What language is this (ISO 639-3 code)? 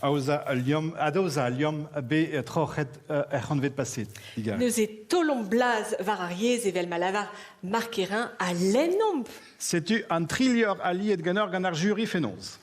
bre